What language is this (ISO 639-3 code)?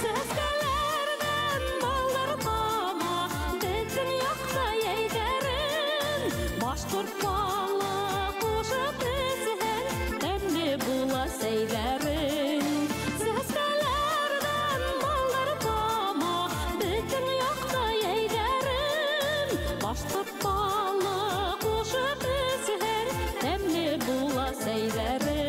bak